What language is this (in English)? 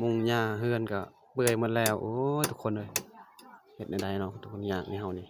Lao